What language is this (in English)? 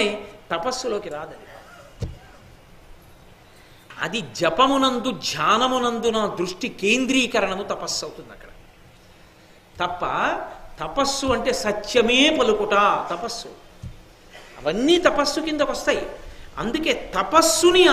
Telugu